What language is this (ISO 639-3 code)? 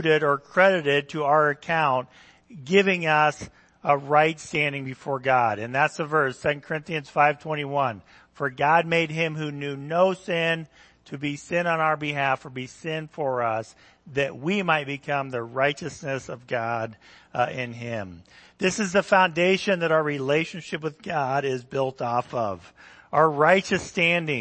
eng